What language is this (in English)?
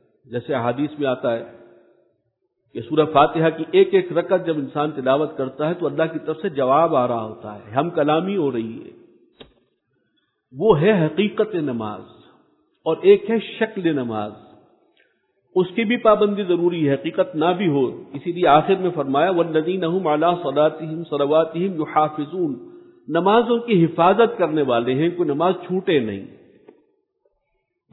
Urdu